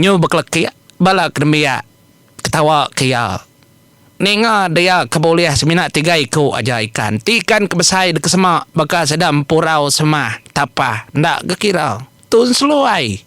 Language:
Iban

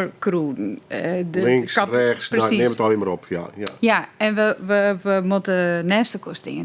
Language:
Western Frisian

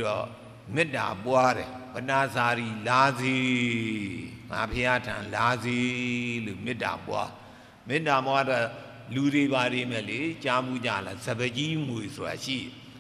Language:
Burmese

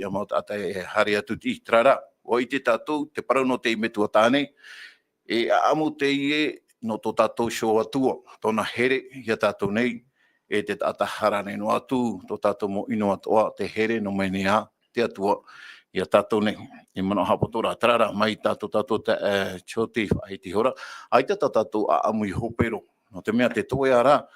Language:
Tahitian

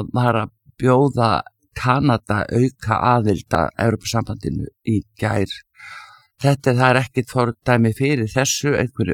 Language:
Icelandic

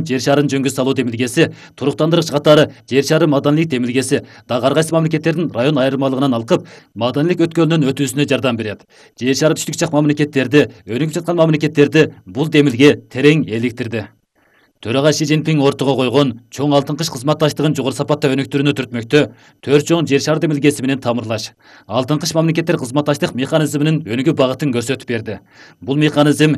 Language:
Kyrgyz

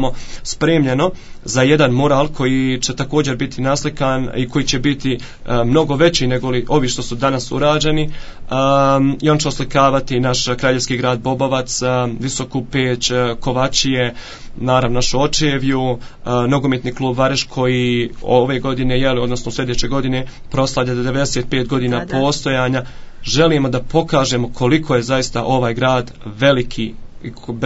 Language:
Croatian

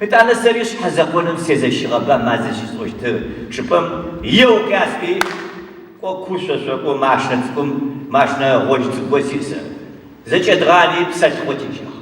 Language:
Adyghe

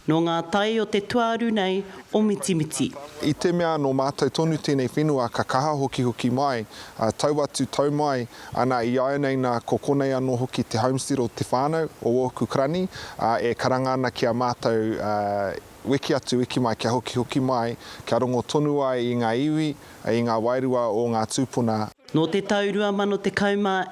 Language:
Māori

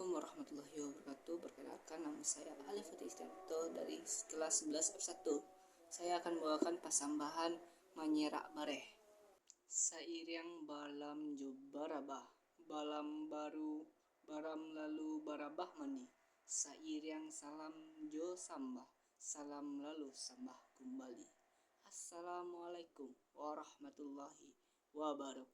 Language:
Minangkabau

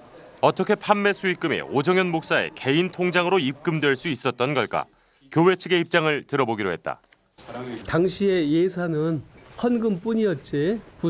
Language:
Korean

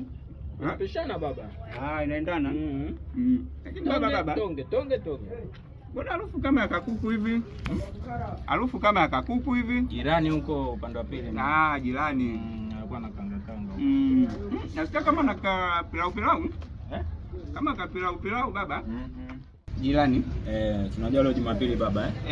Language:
Swahili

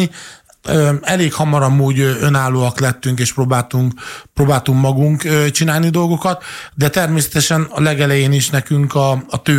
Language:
Hungarian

